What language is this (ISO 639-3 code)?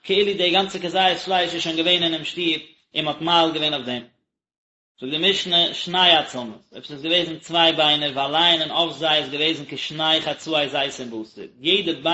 yid